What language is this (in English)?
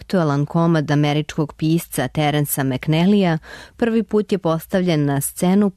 Serbian